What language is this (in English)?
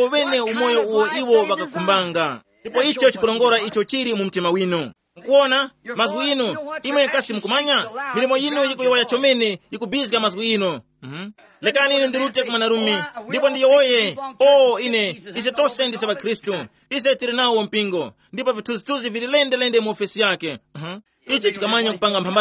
Tumbuka